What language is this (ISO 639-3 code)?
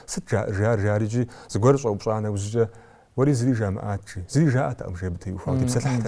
kbd